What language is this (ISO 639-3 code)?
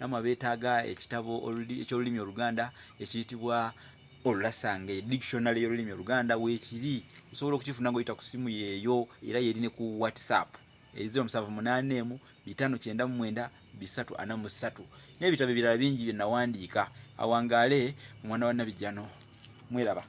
lug